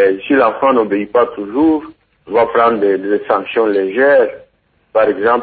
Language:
French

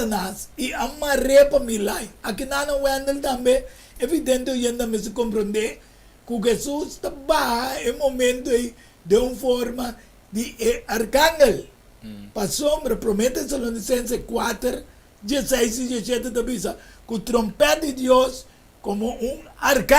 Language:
Papiamento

